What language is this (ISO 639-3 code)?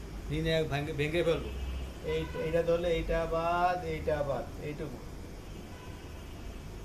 ben